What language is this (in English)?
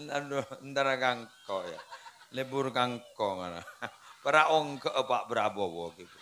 Madurese